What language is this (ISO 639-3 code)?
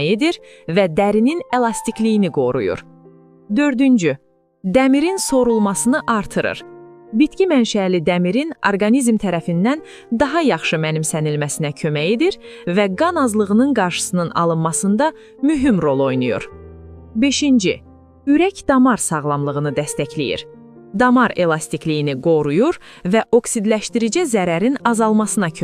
aze